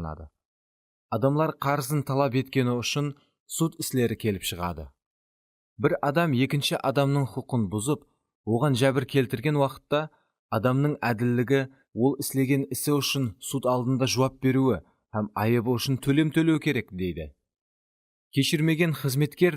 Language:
Kara-Kalpak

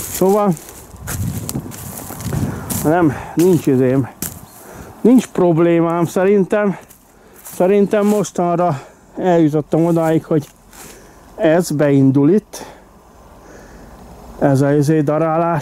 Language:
Hungarian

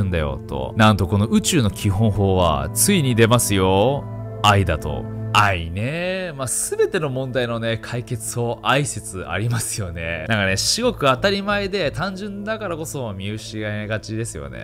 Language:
Japanese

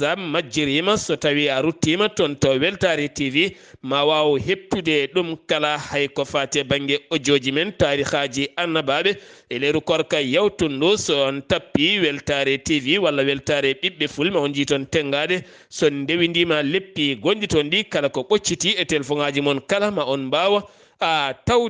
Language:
Fula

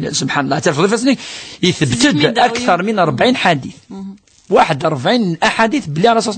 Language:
Kabyle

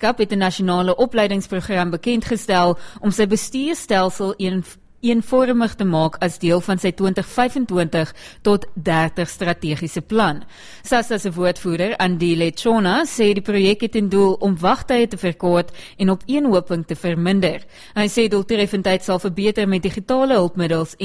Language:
Afrikaans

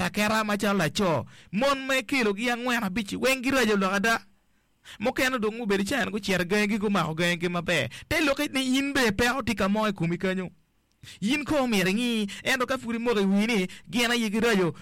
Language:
Acoli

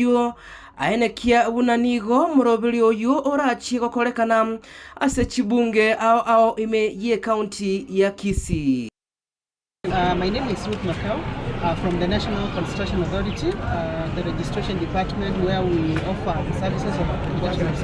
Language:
Gusii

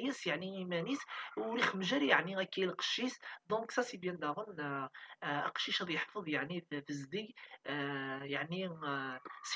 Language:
Kabyle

